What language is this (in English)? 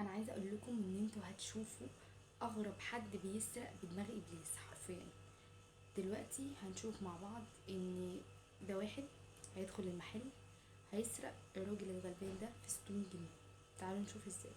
Egyptian Arabic